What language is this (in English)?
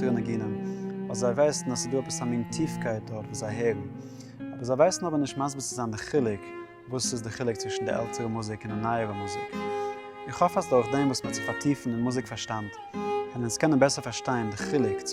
Yiddish